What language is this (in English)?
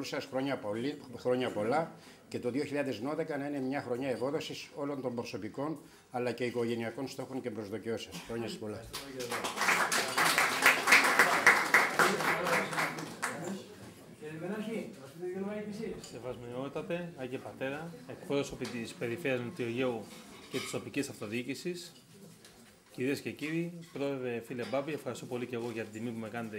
Greek